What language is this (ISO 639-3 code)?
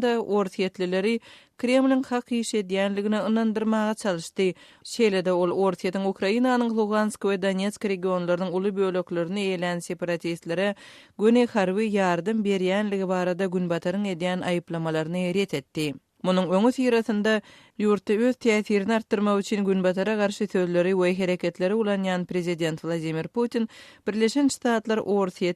tuk